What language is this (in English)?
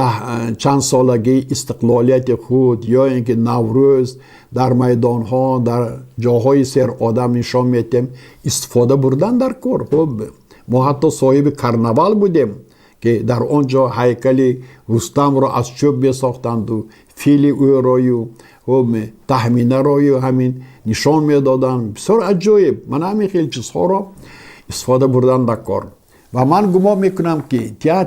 Tajik